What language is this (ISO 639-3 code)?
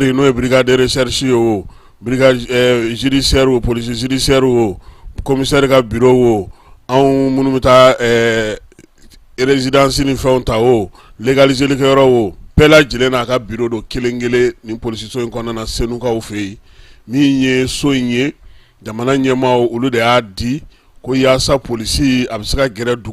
bam